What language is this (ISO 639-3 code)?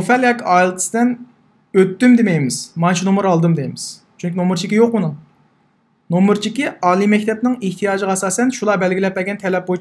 uig